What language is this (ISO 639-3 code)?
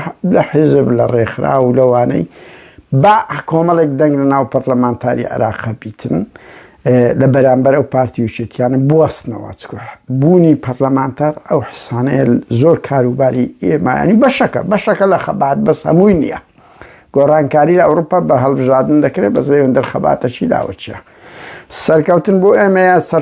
ckb